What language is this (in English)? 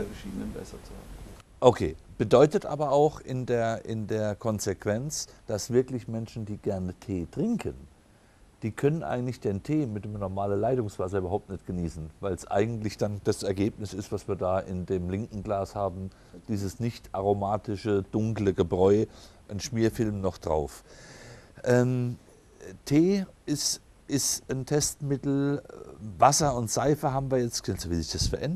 German